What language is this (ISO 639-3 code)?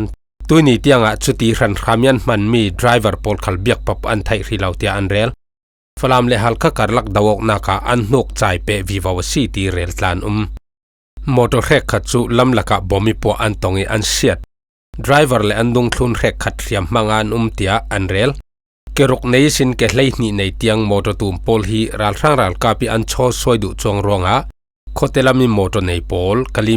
cfm